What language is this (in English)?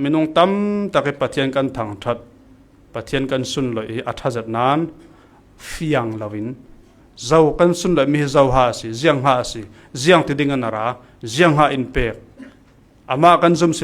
Falam Chin